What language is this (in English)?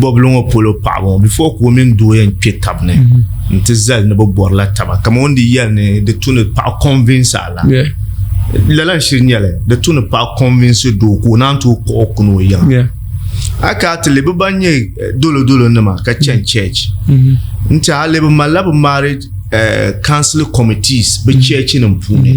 Dagbani